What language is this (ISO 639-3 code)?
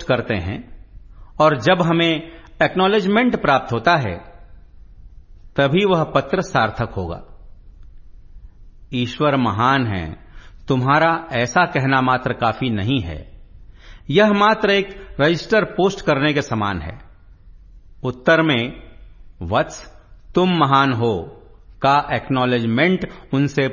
hin